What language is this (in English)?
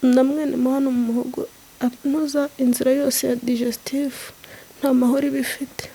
Kinyarwanda